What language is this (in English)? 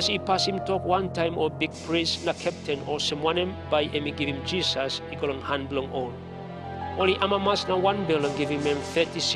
Tok Pisin